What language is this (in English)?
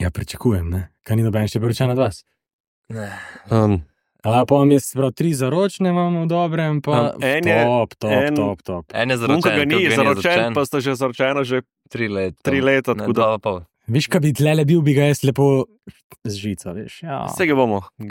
Slovenian